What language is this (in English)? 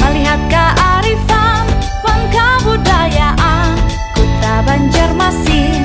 Banjar